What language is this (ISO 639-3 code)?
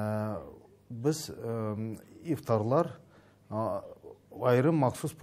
tat